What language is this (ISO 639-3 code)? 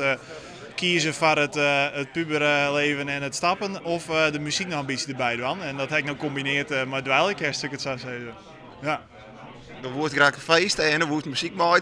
fry